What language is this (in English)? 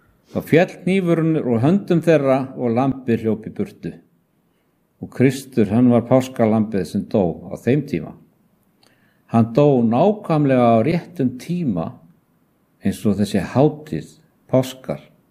Icelandic